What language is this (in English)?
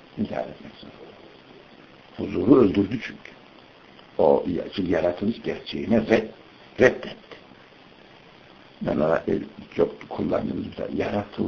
Turkish